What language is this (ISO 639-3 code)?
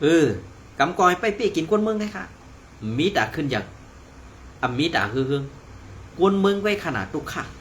shn